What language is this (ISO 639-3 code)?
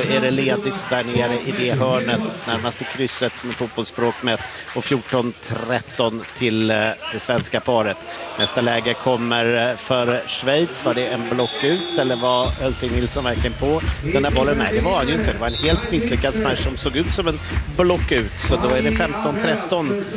swe